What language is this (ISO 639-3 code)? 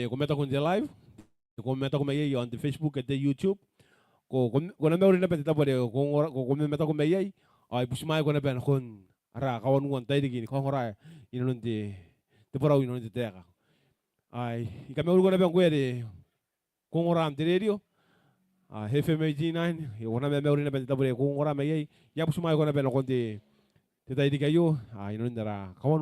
gil